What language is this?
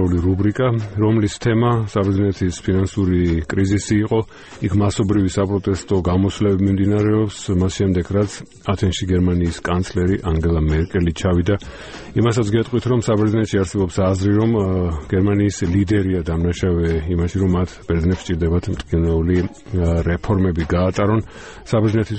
Georgian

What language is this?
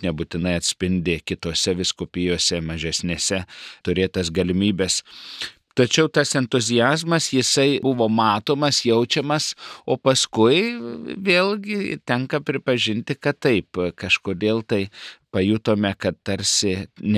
Lithuanian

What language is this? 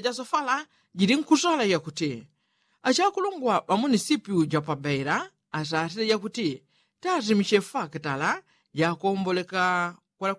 Yao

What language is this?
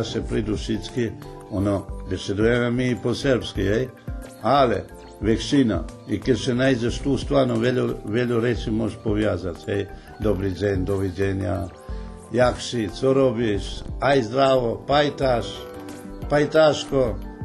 Rusyn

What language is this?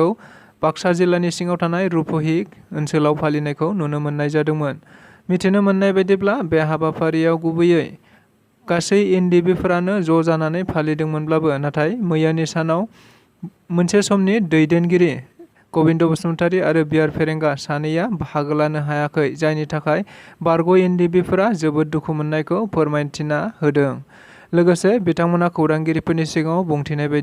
Bodo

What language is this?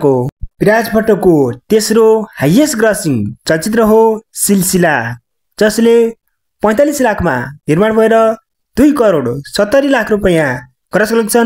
Nepali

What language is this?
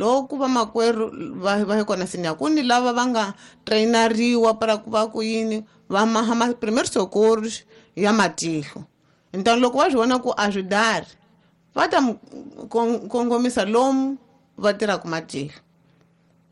Tsonga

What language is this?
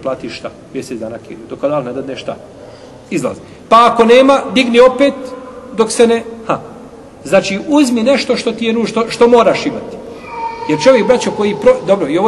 Bosnian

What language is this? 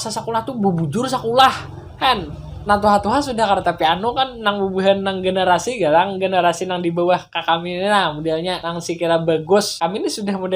Banjar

